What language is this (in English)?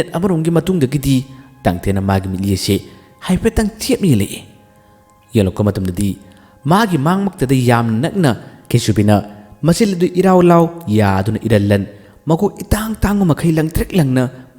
Manipuri